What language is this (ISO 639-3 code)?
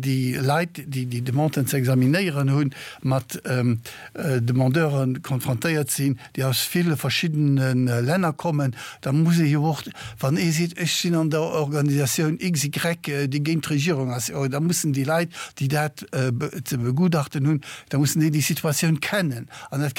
ltz